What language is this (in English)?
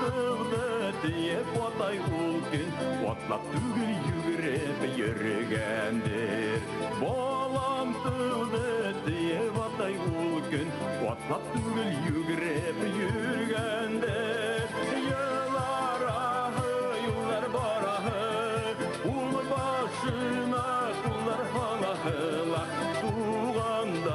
Bashkir